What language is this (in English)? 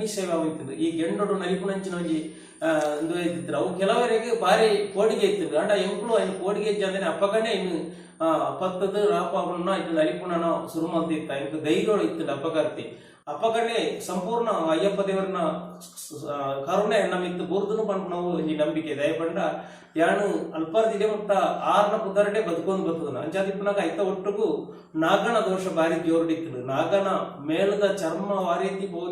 Tulu